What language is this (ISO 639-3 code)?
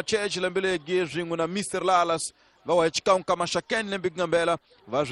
tso